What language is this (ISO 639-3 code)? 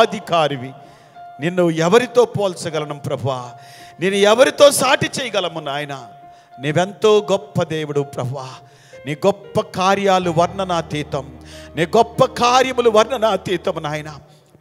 tel